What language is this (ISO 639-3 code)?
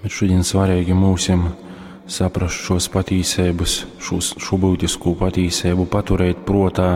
ltg